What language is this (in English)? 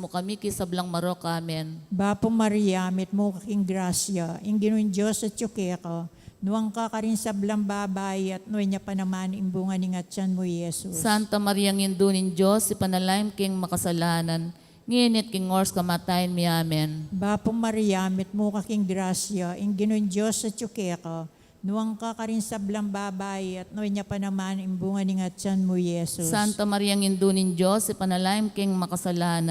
Pampanga